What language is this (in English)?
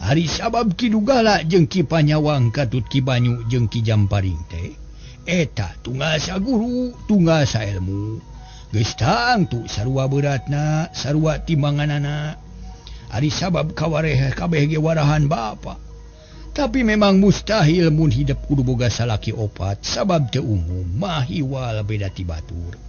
Sundanese